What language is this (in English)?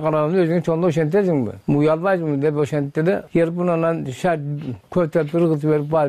Kyrgyz